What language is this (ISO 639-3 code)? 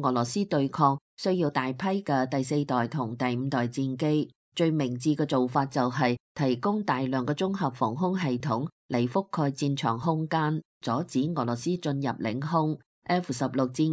yue